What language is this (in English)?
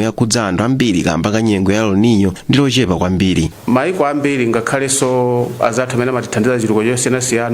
Nyanja